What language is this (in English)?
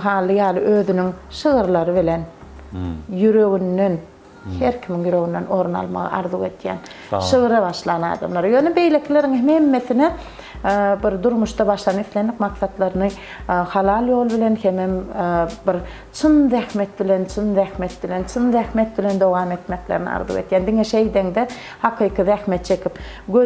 Turkmen